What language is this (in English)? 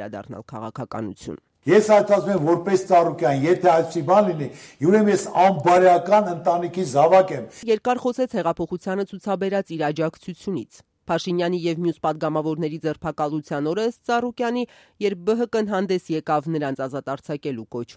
Armenian